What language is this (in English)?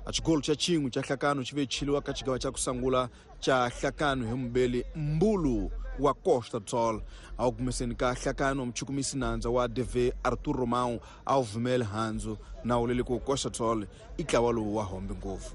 Tsonga